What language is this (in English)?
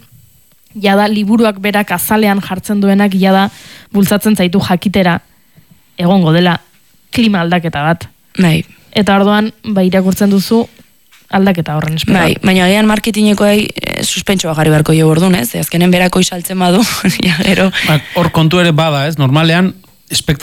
Basque